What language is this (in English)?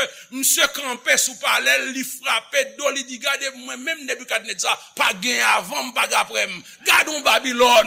Haitian Creole